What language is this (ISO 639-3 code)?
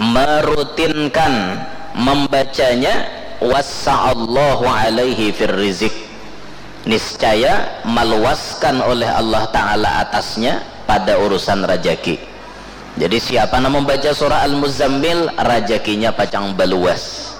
bjn